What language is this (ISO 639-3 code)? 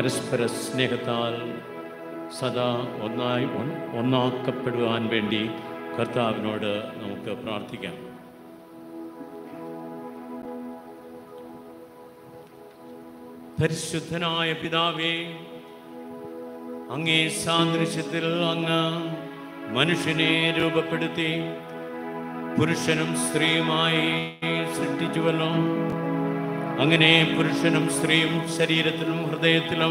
mal